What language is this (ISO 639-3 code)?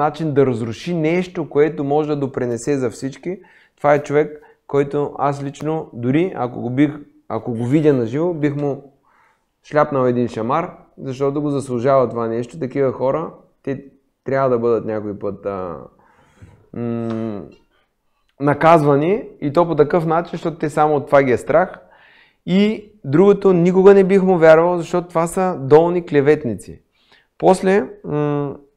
bul